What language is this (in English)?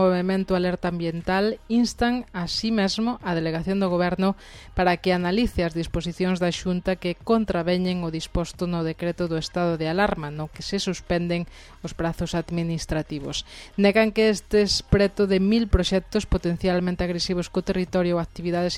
Galician